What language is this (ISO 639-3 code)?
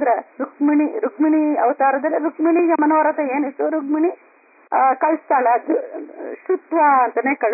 kan